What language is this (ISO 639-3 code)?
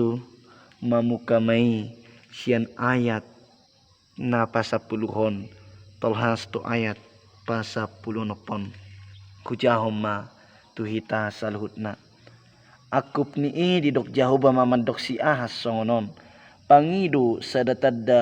bbc